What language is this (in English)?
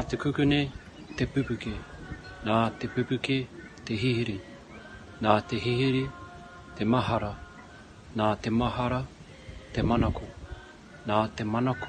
Māori